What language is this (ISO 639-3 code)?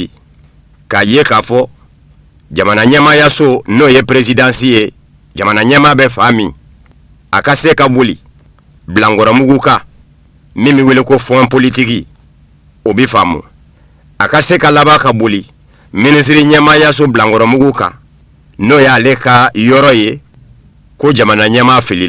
bam